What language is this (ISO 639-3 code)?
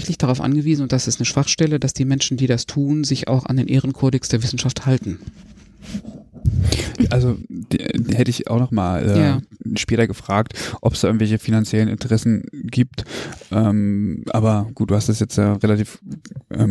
deu